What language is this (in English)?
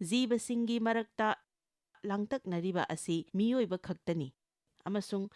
Manipuri